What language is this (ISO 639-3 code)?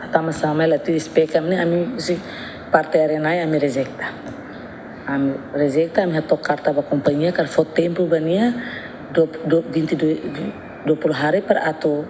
tet